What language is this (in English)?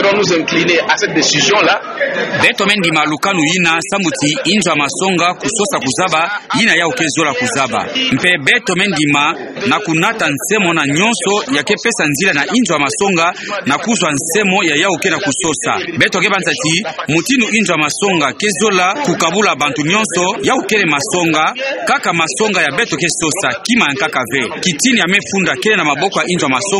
Kituba (Democratic Republic of Congo)